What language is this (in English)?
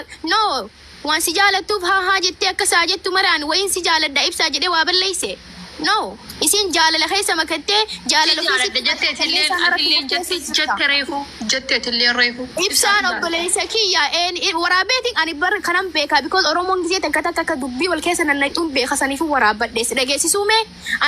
Oromo